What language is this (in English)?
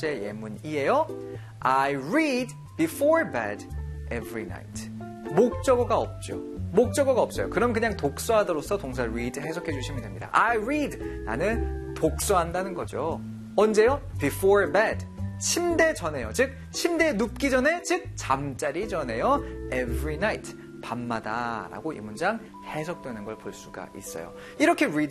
Korean